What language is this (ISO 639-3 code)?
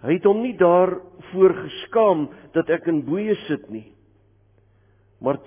afr